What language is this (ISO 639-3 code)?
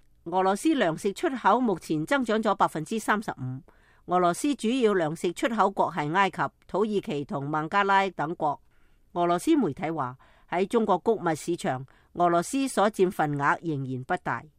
yue